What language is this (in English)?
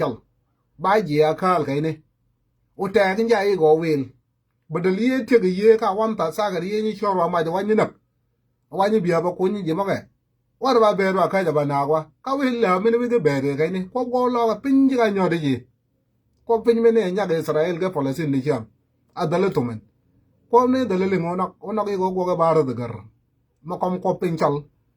Nuer